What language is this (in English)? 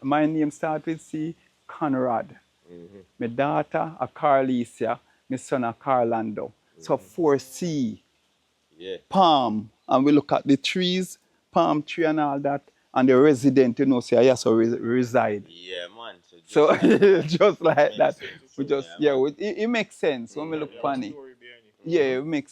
Jamaican Creole English